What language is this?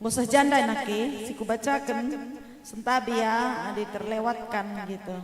Batak Karo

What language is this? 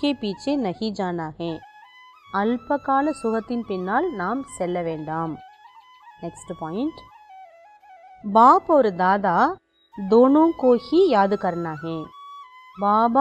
Tamil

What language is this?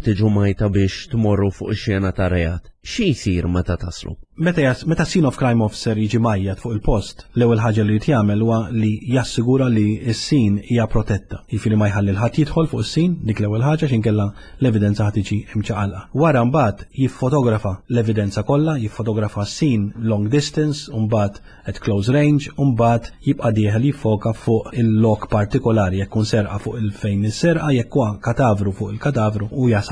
Maltese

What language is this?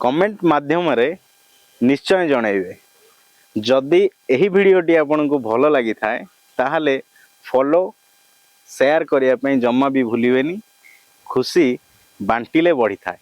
Odia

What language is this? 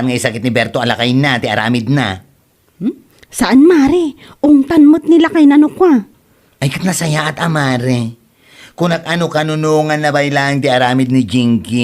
Iloko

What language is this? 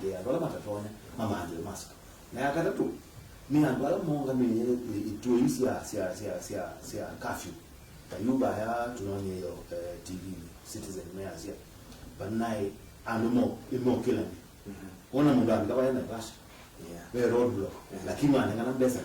Kamba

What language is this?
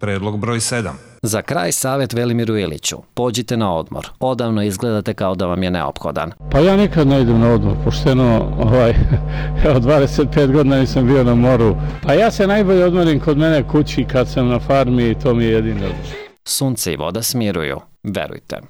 Serbian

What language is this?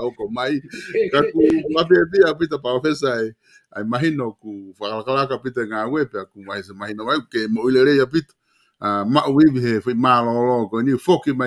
Tongan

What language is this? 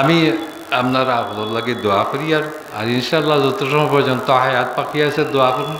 Sylheti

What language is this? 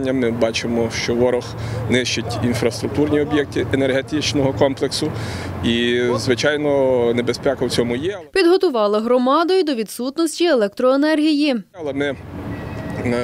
Ukrainian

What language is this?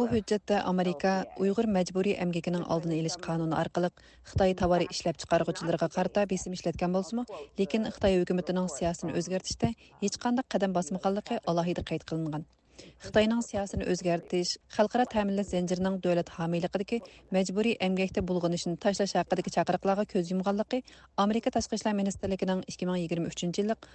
Uyghur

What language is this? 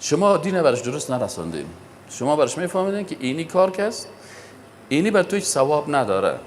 Persian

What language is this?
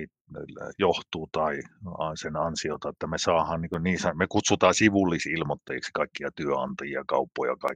Finnish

